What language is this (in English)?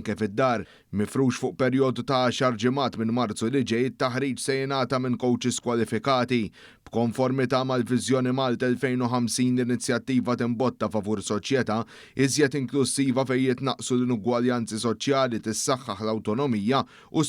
Maltese